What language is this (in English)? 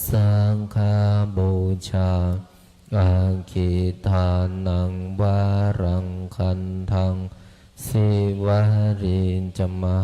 Pali